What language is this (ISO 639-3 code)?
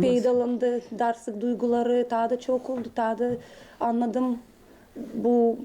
gag